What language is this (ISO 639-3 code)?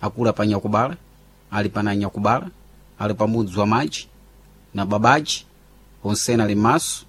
seh